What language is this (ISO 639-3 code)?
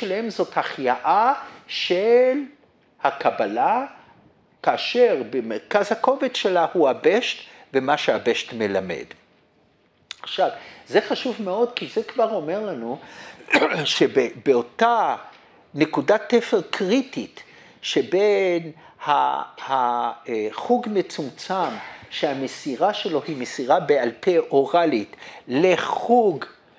heb